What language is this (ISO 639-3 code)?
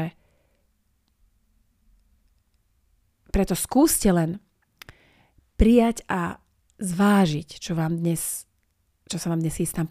slk